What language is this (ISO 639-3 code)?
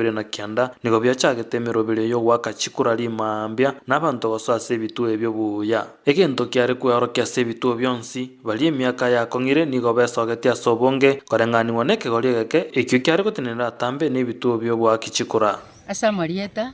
guz